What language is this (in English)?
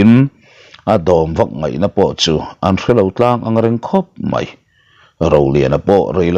Mizo